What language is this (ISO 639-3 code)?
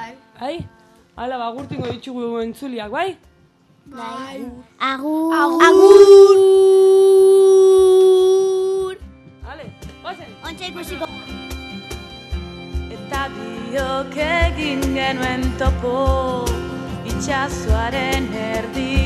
eus